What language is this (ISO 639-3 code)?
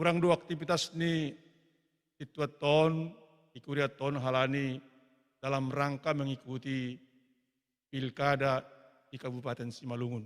bts